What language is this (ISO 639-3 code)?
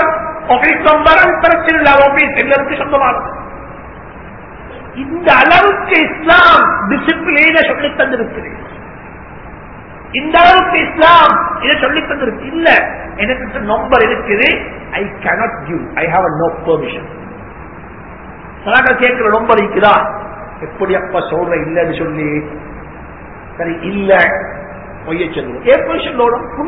tam